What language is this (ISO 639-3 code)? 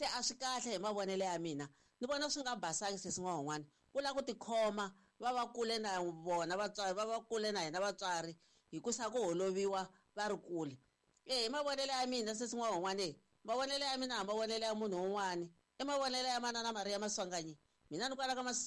tso